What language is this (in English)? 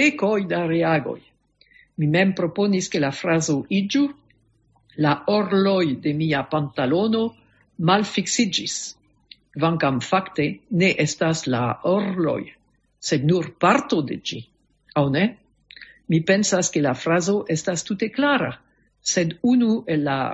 Esperanto